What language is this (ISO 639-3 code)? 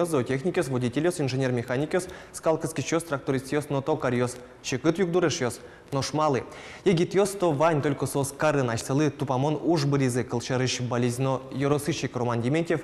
udm